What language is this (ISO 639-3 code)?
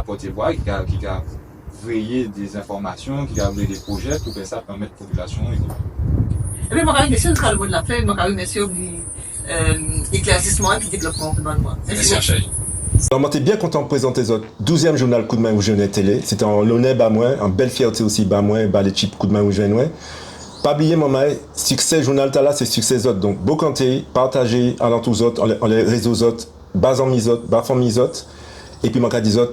gcf